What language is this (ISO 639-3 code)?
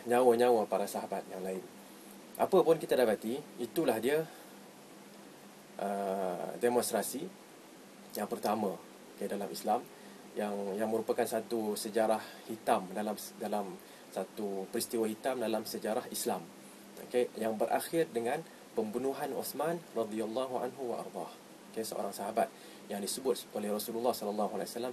msa